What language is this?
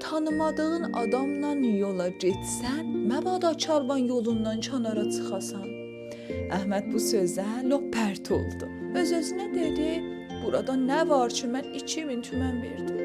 South Azerbaijani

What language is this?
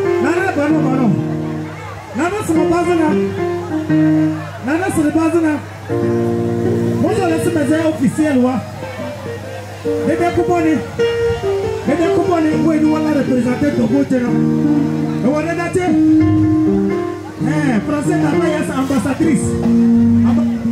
French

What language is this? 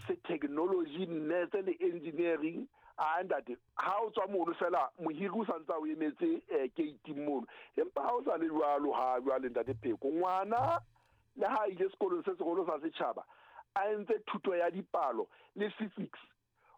Southern Sotho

